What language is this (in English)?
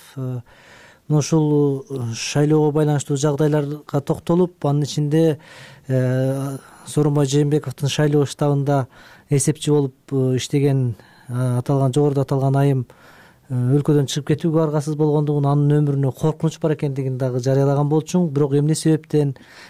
Kyrgyz